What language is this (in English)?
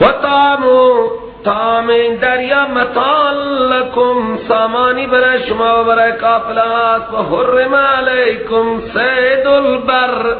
Persian